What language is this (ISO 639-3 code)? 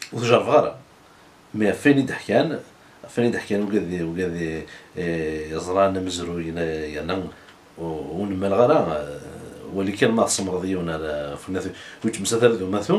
kab